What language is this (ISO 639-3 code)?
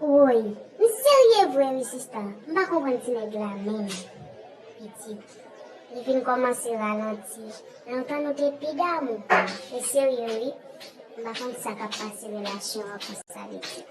hat